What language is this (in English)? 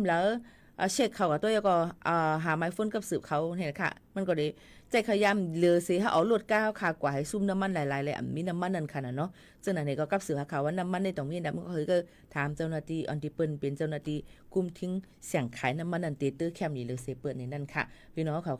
Shan